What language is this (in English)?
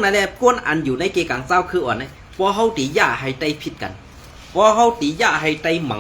Shan